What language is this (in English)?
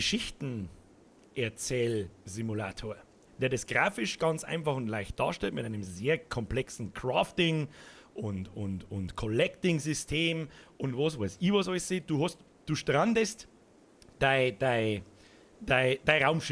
Bavarian